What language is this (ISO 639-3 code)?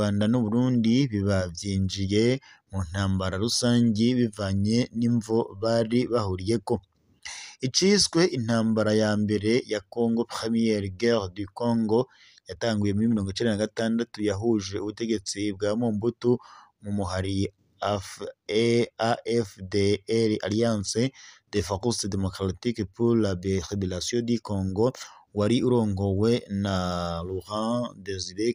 run